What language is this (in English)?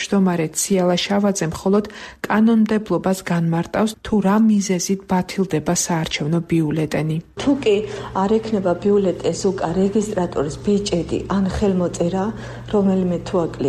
Georgian